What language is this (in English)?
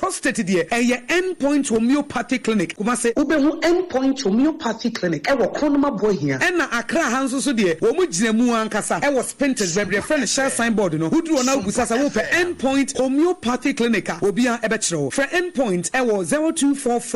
Akan